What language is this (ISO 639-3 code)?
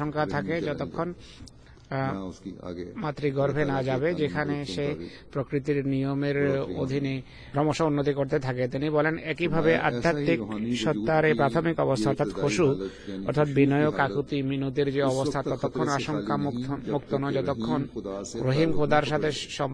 ben